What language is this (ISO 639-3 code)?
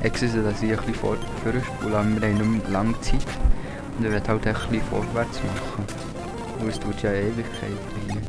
gsw